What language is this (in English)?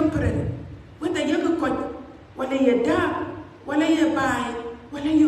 Dinka